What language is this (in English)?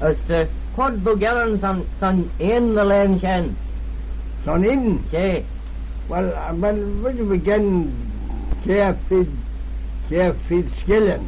Manx